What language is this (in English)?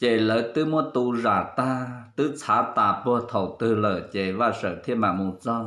Hmong